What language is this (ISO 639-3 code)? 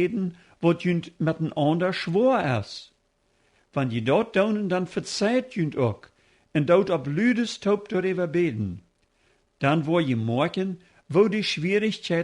pdt